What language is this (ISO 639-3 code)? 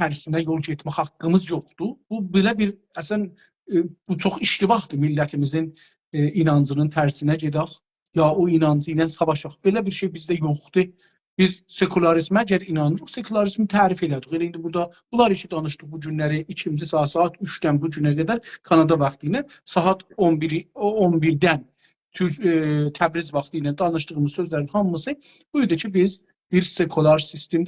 azb